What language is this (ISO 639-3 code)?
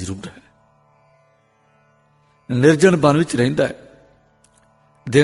pan